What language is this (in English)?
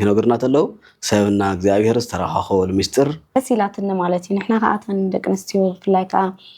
Tigrinya